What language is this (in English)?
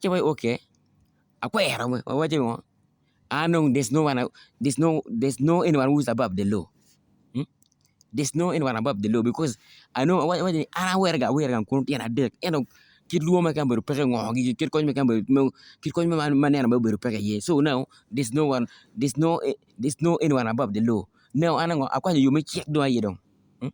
Acoli